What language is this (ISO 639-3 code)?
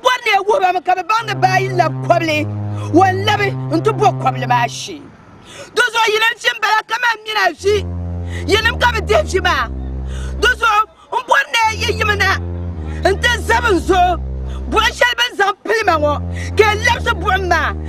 dag